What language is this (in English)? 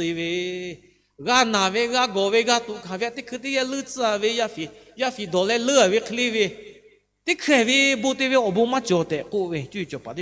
Lahu